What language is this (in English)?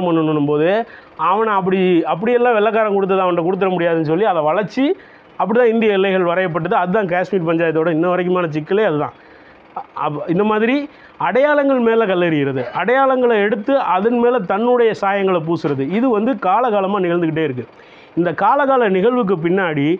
Tamil